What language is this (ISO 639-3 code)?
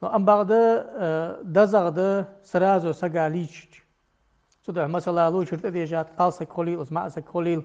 inh